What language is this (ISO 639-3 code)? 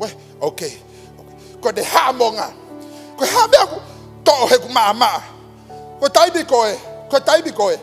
ton